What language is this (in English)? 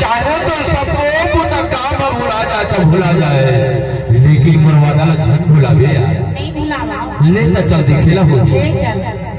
Chhattisgarhi